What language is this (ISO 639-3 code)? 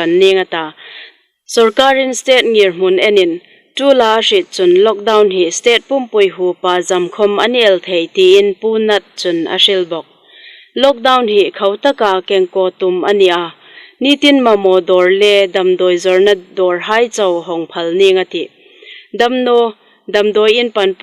hmr